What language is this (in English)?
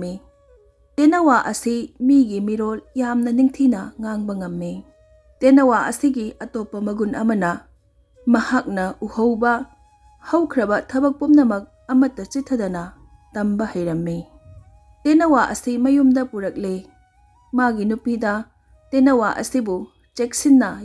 Manipuri